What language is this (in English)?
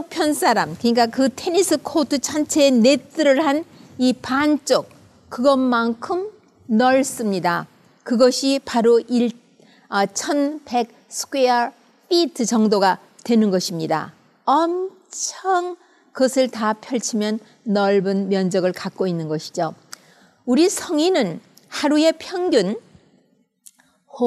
Korean